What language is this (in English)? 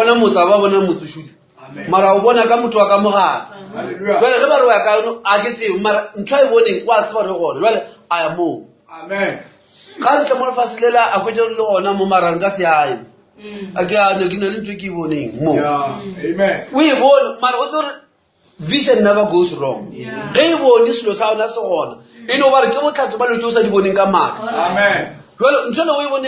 Northern Sotho